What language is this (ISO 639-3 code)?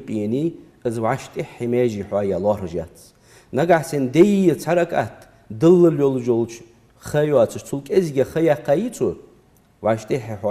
inh